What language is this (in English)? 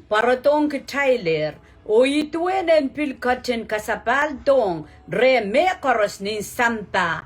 Pohnpeian